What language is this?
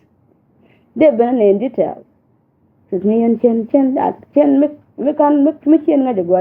Nuer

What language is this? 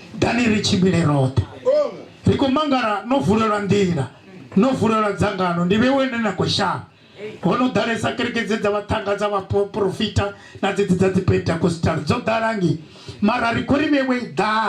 Venda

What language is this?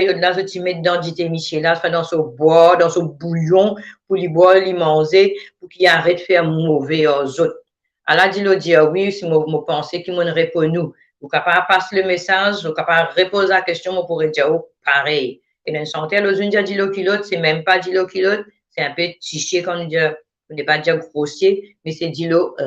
Morisyen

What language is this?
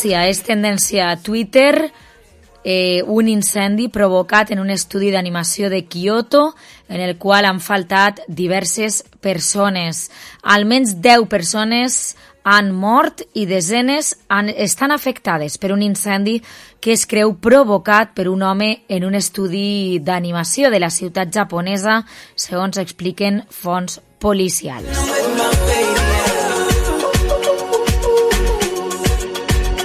Catalan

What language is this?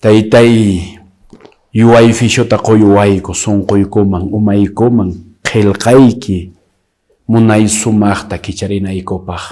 Quechua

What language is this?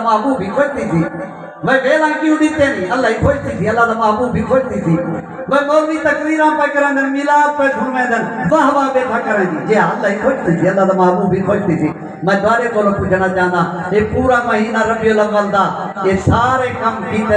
Saraiki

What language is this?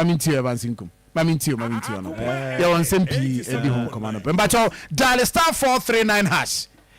Akan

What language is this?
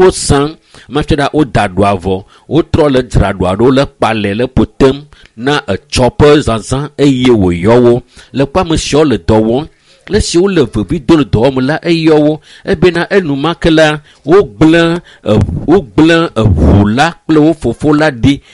Ewe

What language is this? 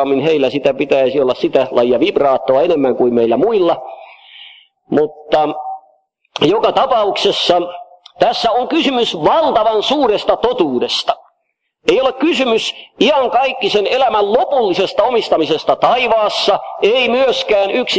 Finnish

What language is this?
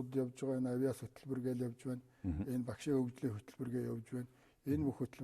Mongolian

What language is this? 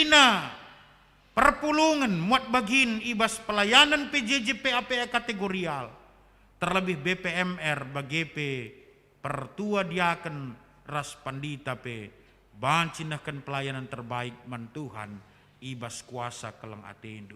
Batak Karo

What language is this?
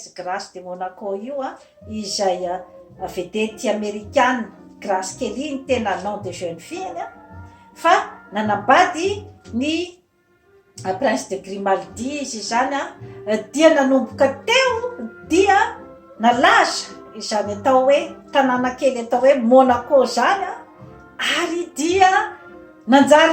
Malagasy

